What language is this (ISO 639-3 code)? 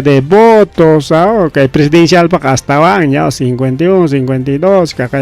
quy